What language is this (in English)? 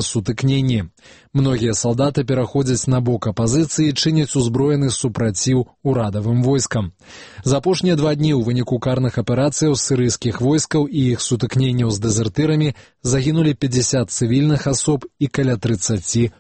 Belarusian